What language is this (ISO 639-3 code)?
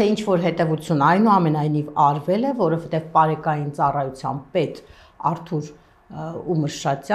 hye